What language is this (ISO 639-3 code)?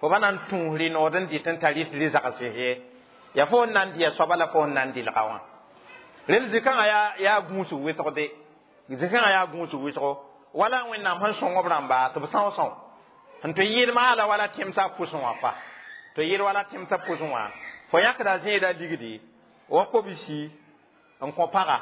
mos